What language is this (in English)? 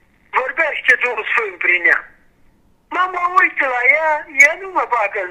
Romanian